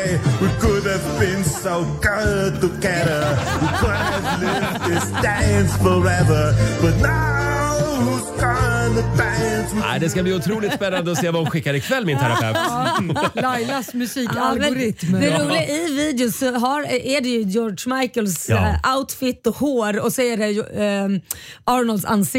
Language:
Swedish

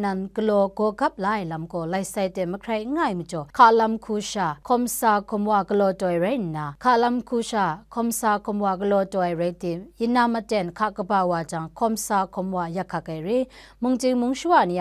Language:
Kachin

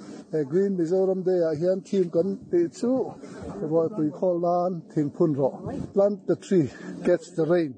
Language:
Mizo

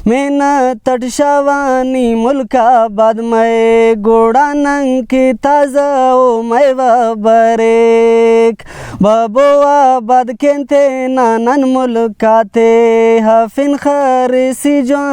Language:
Brahui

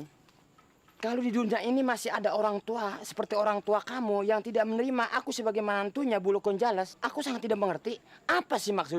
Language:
Betawi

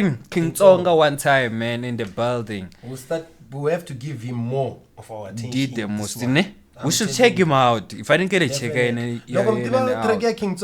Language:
Tsonga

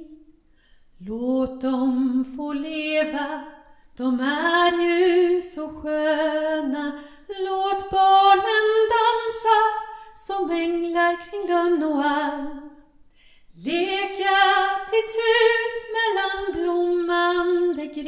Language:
Swedish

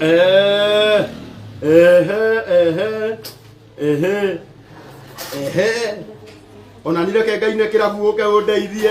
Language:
Kikuyu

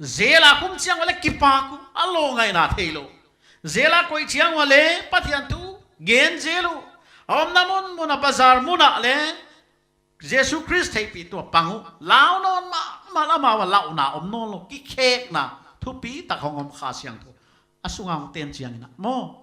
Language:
Paite Chin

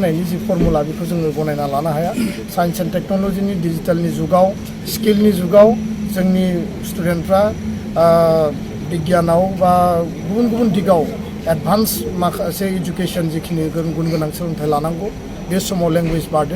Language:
Bodo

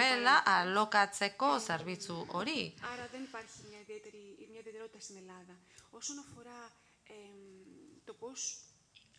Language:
Basque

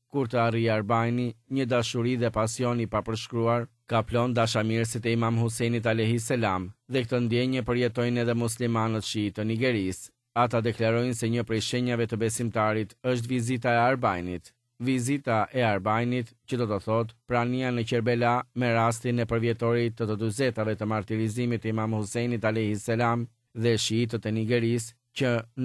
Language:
Albanian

